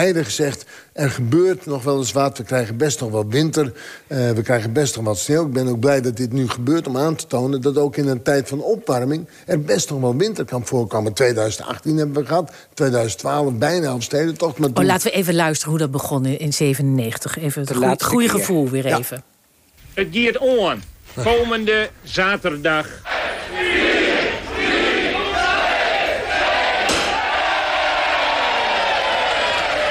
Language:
Dutch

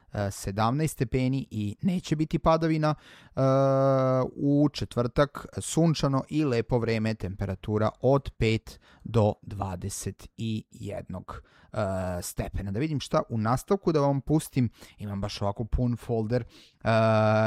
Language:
Serbian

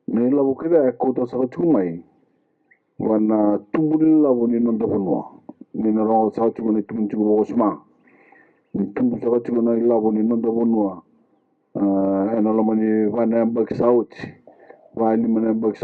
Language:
Fijian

